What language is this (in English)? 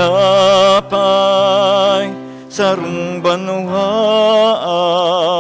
Bikol